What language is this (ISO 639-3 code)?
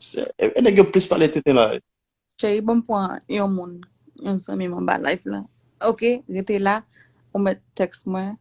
hat